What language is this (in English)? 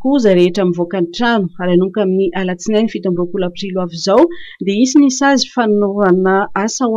Malagasy